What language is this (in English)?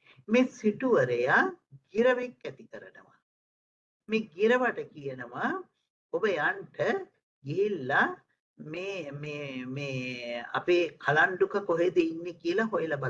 Sinhala